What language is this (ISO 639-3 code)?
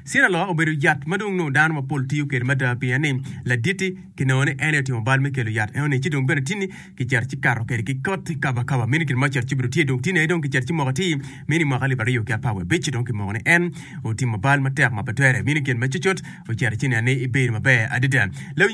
ach